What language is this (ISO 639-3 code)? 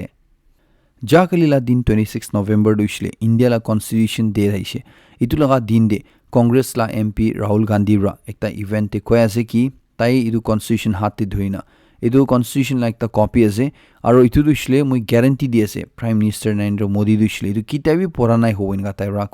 nag